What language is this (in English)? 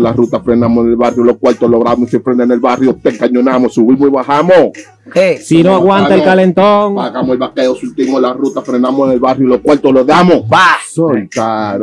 Spanish